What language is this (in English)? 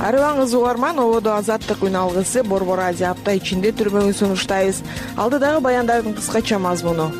Kyrgyz